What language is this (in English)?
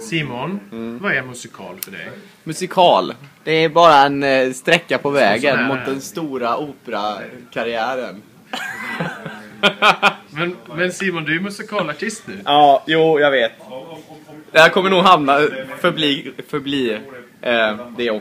Swedish